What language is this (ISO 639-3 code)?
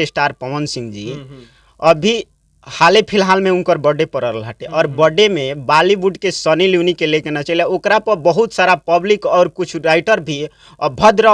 bho